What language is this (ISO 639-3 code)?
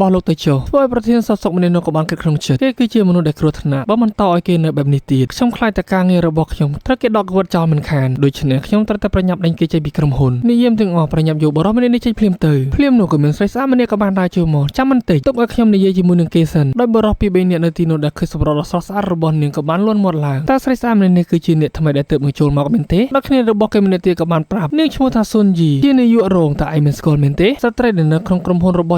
khm